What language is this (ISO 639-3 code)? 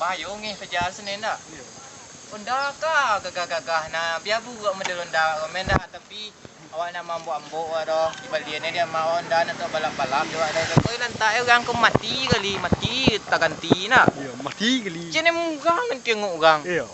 min